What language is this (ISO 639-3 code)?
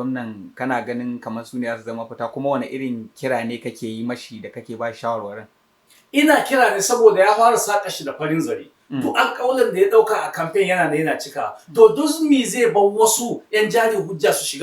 hau